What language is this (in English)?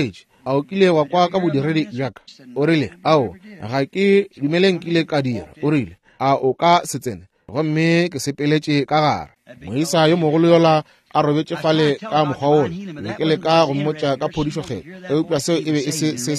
Northern Sotho